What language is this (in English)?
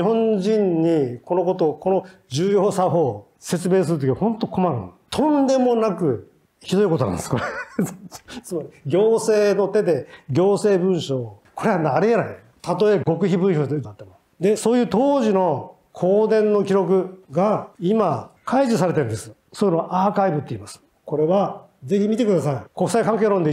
Japanese